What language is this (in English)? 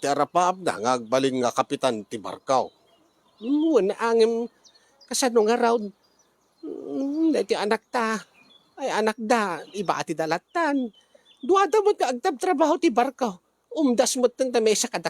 Iloko